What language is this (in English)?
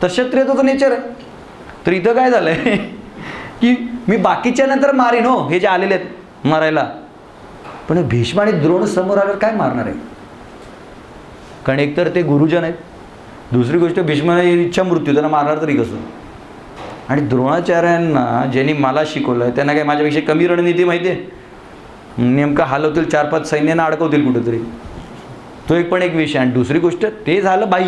Marathi